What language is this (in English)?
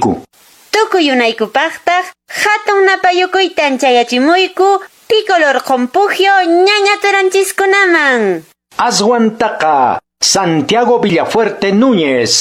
Quechua